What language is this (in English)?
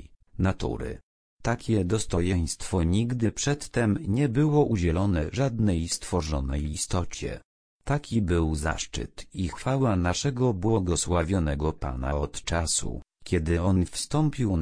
Polish